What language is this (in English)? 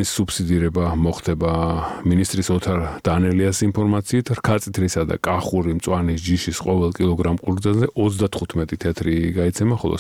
Georgian